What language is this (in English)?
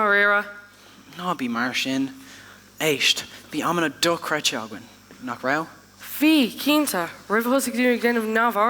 Irish